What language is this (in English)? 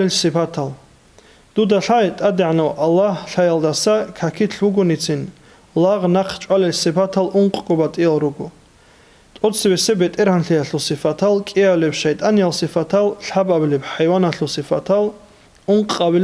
Avaric